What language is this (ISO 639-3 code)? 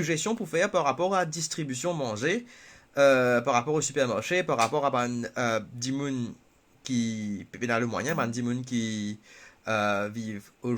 mfe